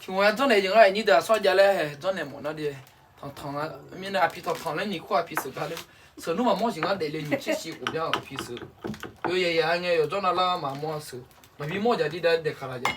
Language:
Akha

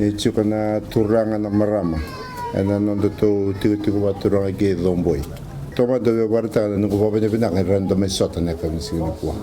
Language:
Fijian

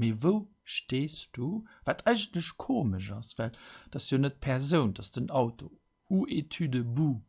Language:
Luxembourgish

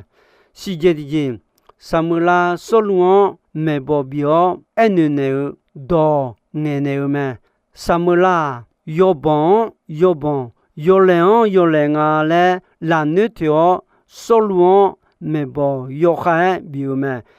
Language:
Akha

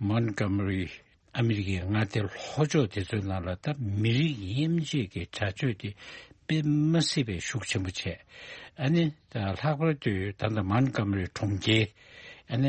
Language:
Tibetan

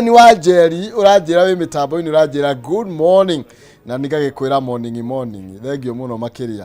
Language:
Kikuyu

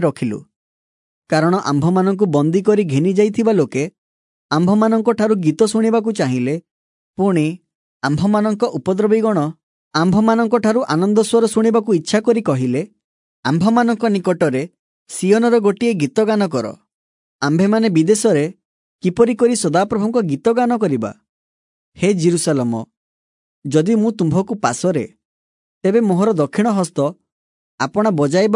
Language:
Odia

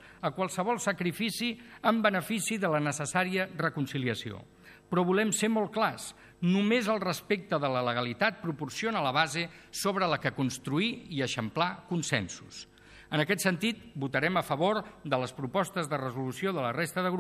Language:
Catalan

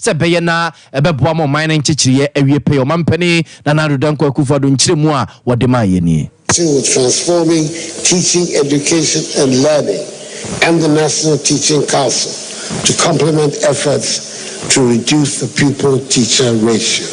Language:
Akan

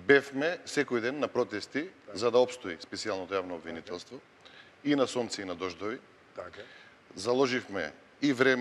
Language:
Macedonian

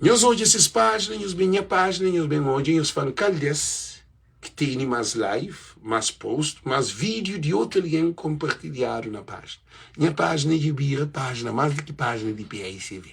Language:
Kabuverdianu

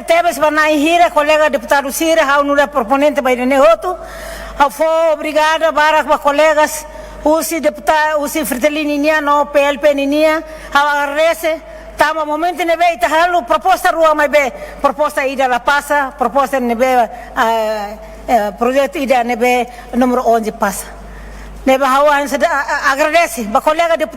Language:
Tetum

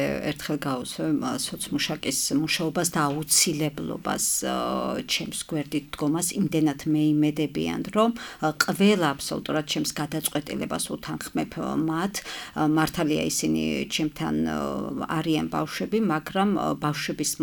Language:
Georgian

